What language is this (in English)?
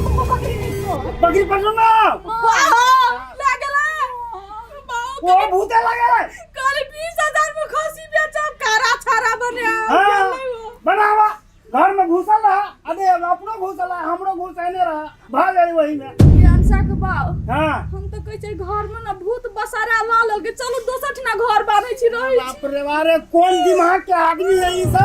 Maithili